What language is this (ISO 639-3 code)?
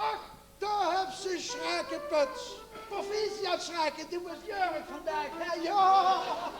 lim